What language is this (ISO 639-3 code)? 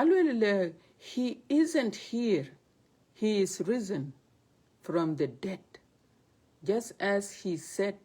din